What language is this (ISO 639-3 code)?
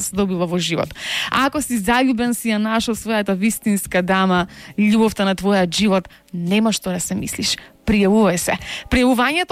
mkd